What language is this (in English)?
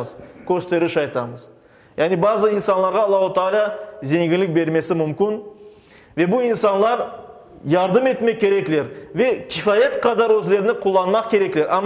Crimean Tatar